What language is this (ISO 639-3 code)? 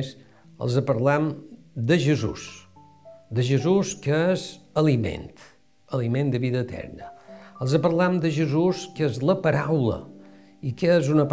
cat